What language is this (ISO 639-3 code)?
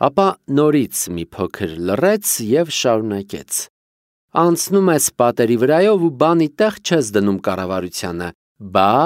hye